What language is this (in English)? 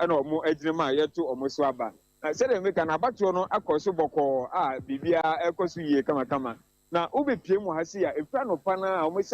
Akan